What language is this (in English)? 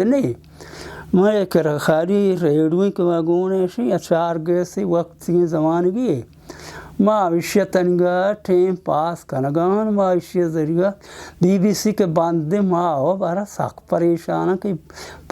Baluchi